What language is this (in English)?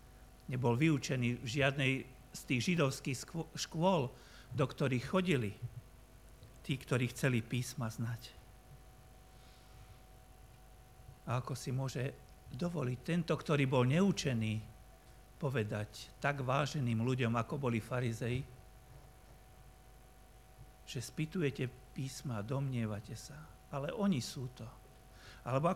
Slovak